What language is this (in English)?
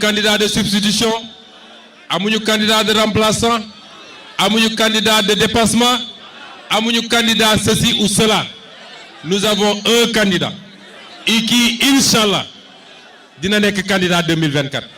Wolof